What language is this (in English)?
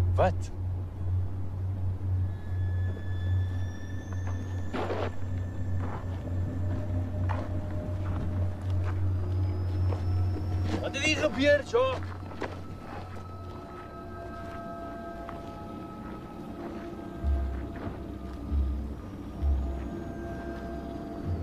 Afrikaans